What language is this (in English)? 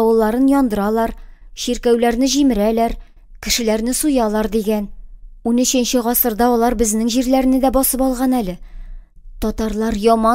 Tatar